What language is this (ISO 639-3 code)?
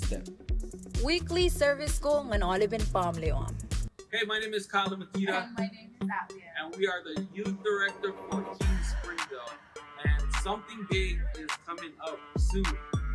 mah